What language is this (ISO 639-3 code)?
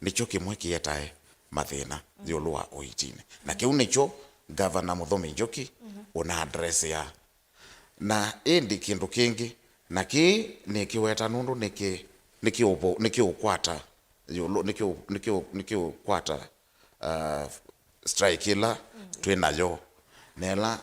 kam